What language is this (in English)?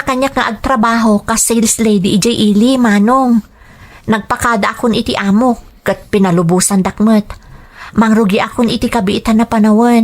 Iloko